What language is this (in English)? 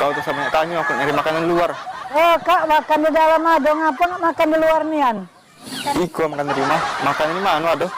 Musi